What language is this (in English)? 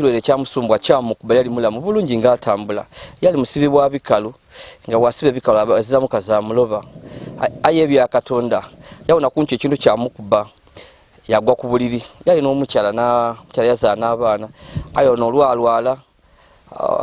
Ganda